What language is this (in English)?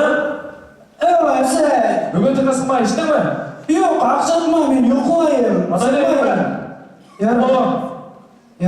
Bashkir